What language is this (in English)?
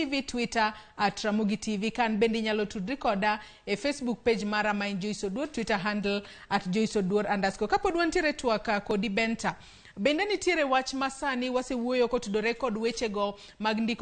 Luo (Kenya and Tanzania)